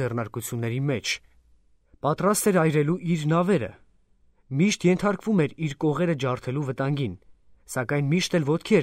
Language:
Armenian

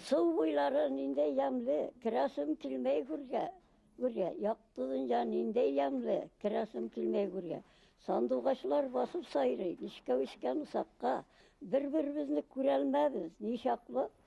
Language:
Bashkir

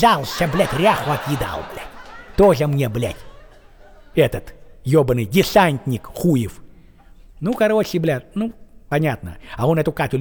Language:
Russian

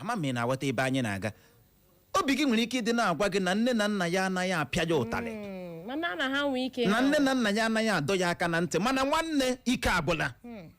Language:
Igbo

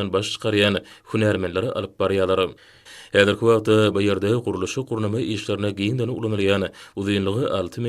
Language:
Turkmen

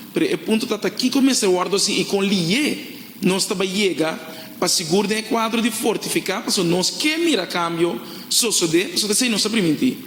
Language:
Papiamento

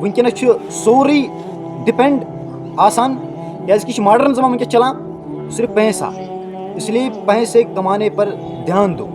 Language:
Kashmiri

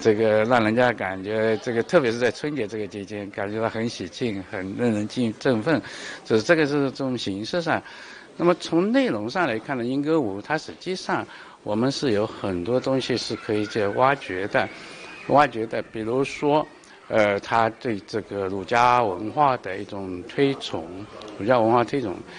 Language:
Chinese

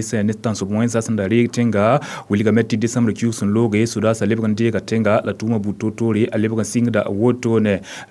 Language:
Mossi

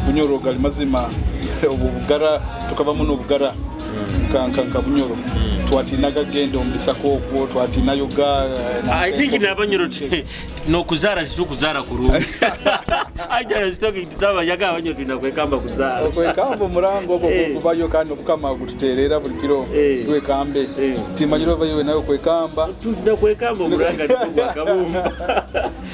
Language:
Nyoro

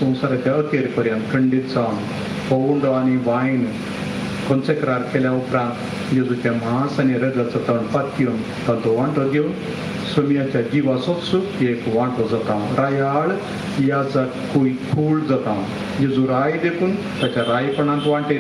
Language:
Konkani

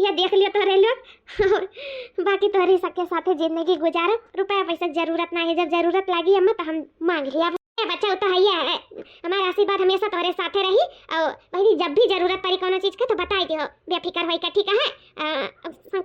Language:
Awadhi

